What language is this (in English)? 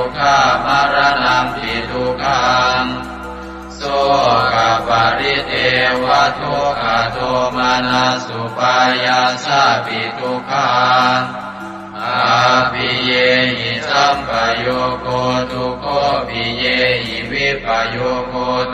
Pali